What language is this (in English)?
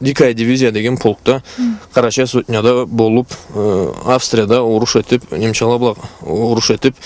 Karachay-Balkar